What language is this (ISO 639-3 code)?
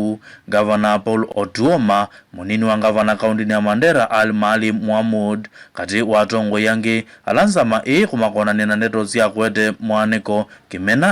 kam